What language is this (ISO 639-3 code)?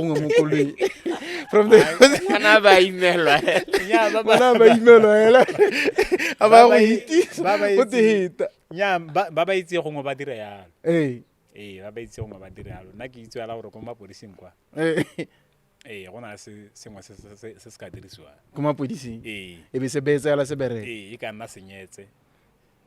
tsn